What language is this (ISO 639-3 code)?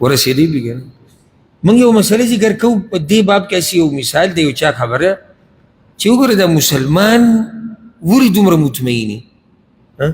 pus